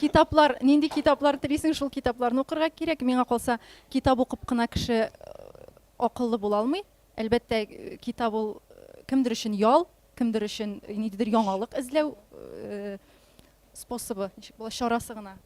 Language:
Tatar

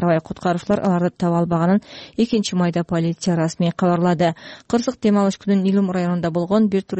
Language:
Kyrgyz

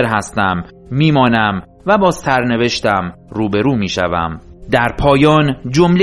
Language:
Persian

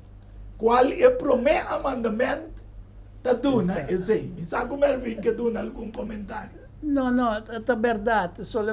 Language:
Papiamento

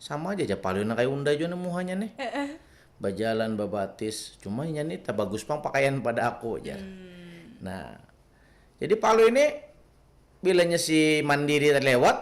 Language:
Banjar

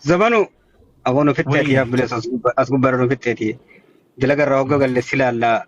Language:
Oromo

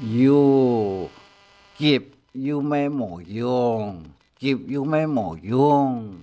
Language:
Hakka Chinese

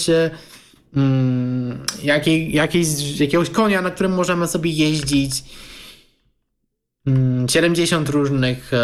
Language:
Polish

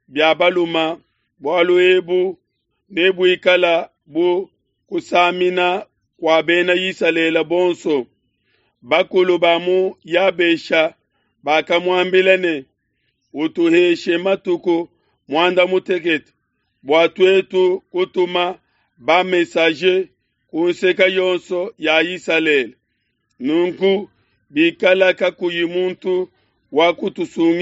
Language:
Luba-Lulua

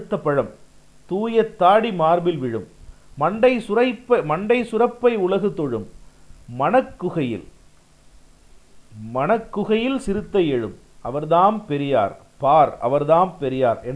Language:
Tamil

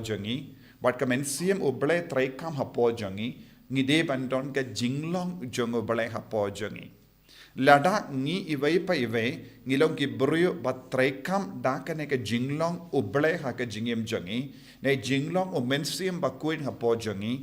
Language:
Khasi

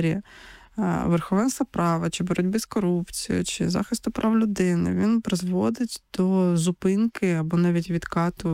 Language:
Ukrainian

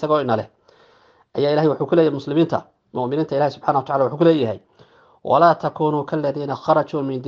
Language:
Somali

